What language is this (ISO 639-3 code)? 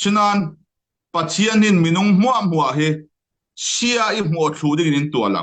cfm